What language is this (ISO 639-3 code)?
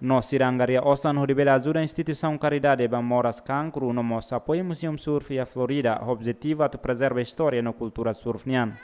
tet